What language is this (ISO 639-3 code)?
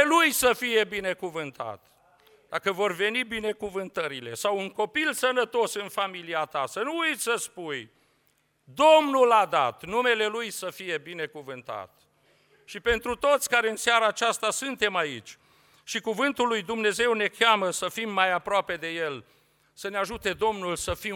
ron